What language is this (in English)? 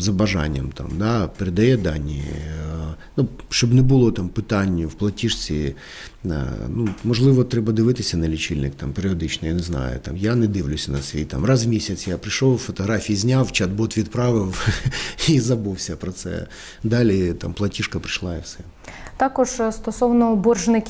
Ukrainian